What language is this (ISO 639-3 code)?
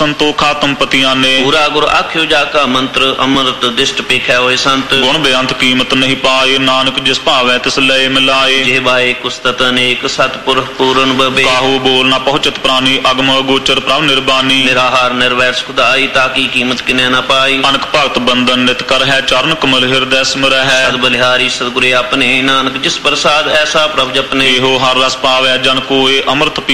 pan